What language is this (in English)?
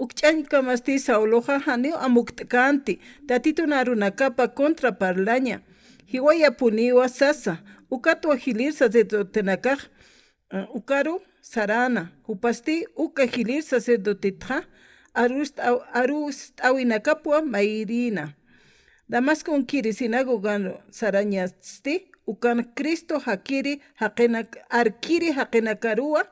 Aymara